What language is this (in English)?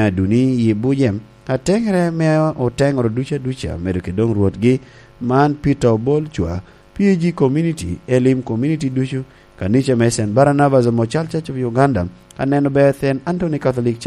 Lango (Uganda)